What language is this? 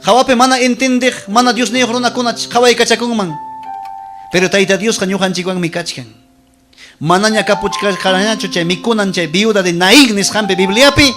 Ayacucho Quechua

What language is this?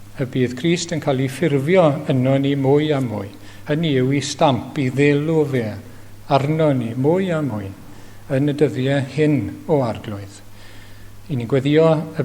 Welsh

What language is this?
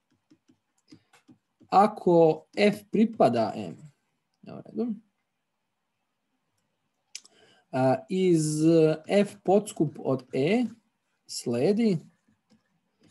Serbian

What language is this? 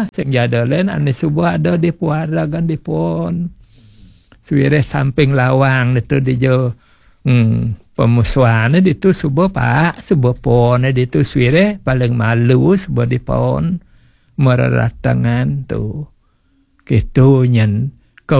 Balinese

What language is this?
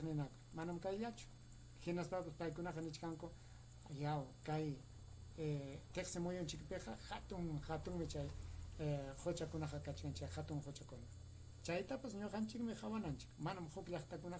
Ayacucho Quechua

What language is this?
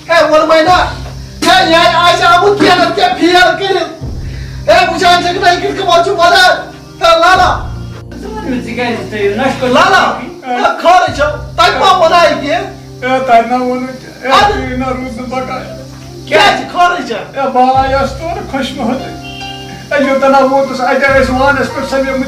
Kashmiri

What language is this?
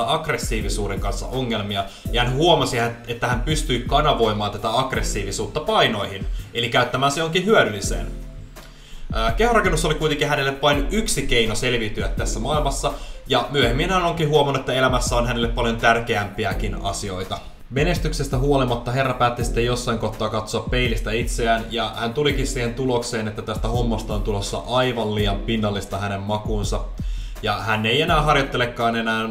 Finnish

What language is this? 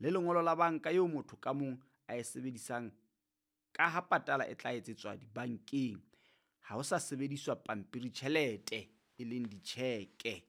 Southern Sotho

